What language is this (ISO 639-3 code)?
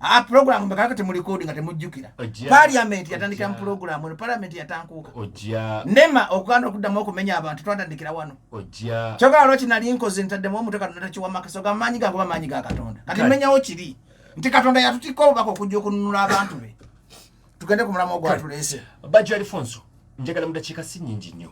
lug